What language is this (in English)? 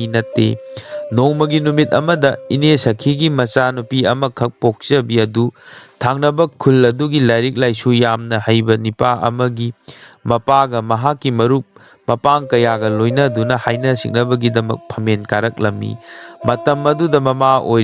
Manipuri